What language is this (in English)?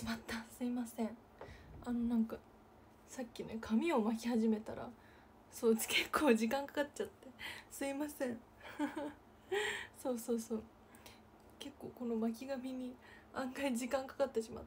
Japanese